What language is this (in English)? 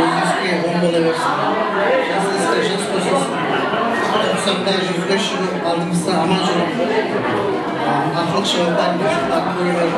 Kara-Kalpak